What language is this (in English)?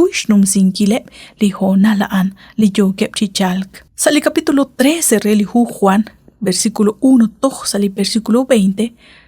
Kekchí